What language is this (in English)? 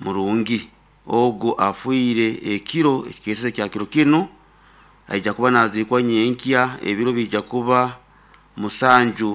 Nyoro